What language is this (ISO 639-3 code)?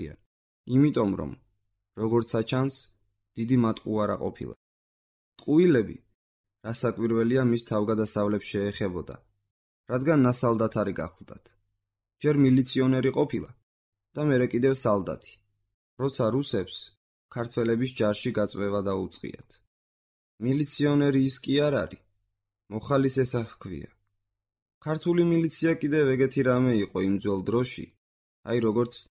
kat